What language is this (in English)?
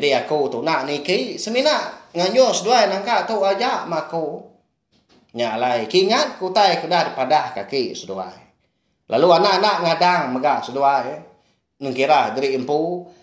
Iban